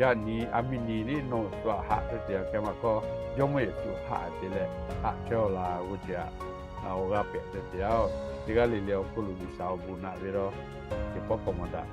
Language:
Lahu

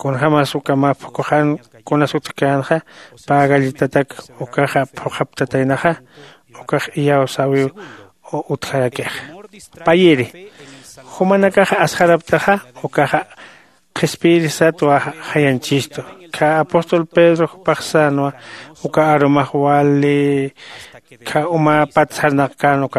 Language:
Aymara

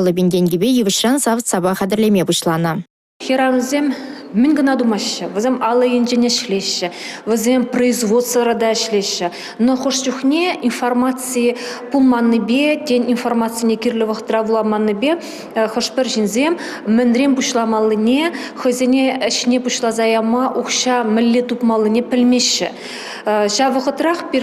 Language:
Chuvash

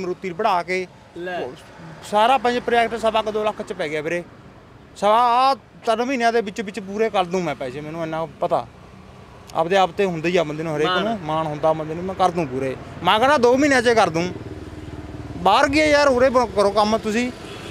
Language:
Punjabi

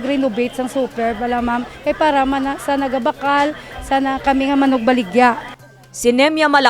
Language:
Hiligaynon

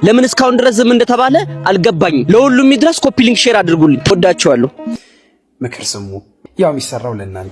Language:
Amharic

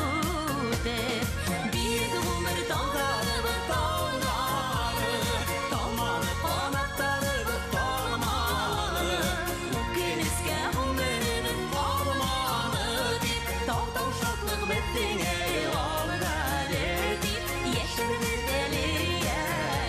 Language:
Bashkir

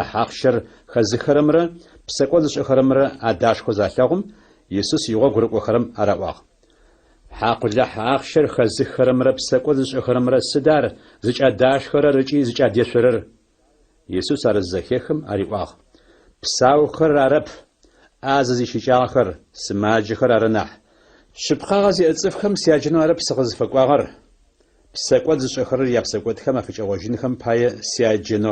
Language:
Adyghe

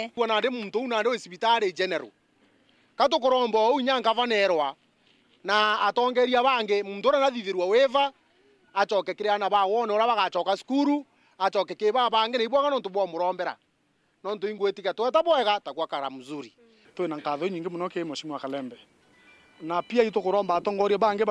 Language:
Meru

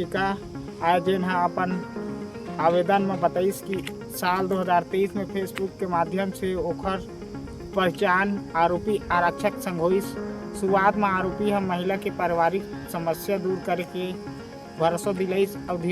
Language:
Chhattisgarhi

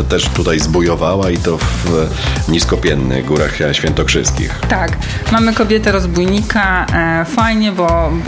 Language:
Polish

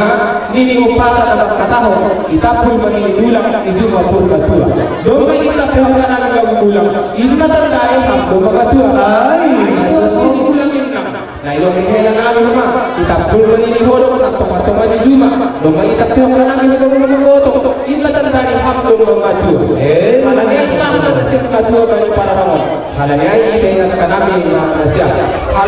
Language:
Batak Simalungun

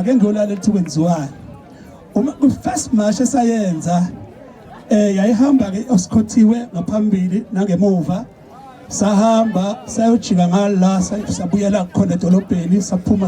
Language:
Zulu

